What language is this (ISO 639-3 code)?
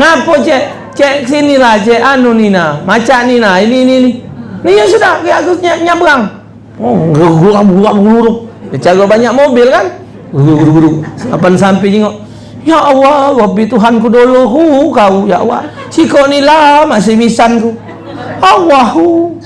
mui